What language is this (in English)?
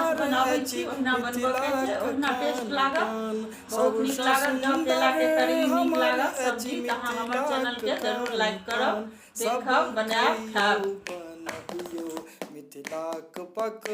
Maithili